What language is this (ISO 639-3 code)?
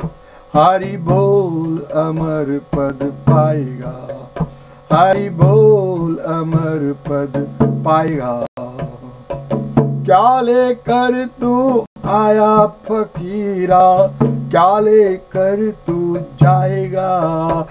hin